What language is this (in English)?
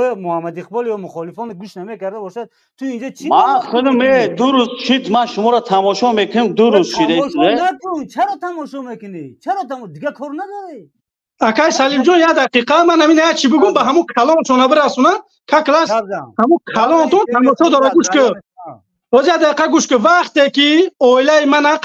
Tajik